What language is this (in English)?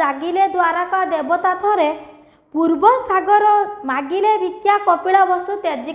Odia